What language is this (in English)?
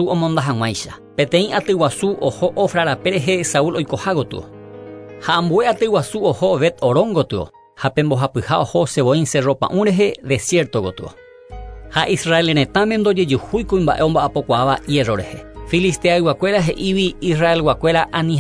Guarani